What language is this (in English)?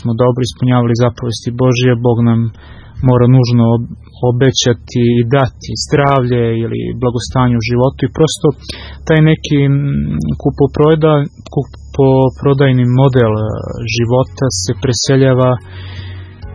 Serbian